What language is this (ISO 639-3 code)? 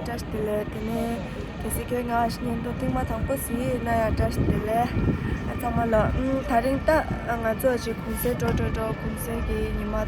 bod